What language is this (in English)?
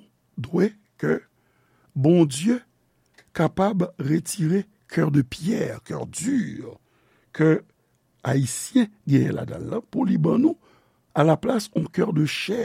Haitian Creole